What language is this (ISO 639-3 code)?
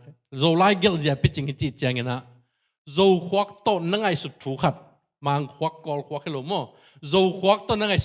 ctd